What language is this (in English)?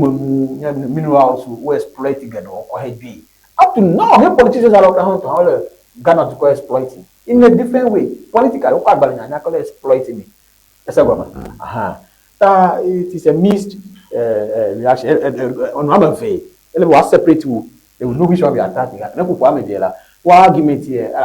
Ewe